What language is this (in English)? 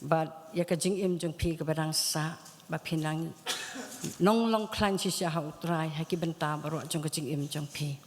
Khasi